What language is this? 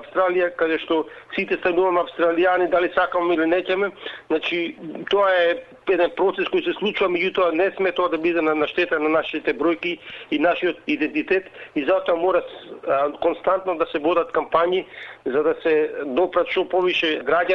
Macedonian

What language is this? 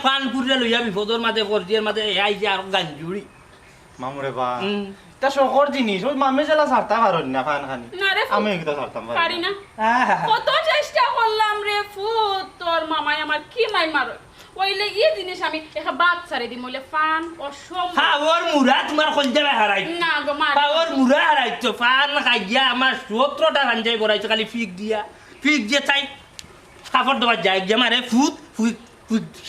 Sylheti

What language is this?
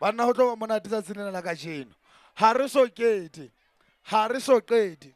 Southern Sotho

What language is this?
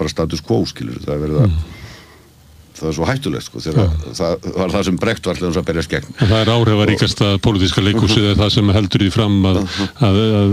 Icelandic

